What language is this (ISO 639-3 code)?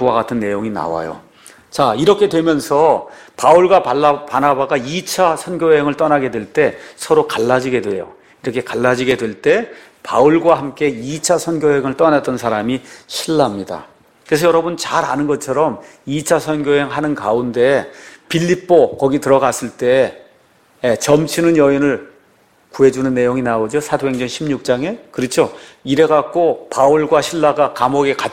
kor